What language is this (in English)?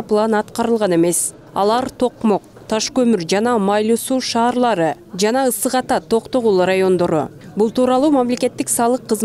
Kyrgyz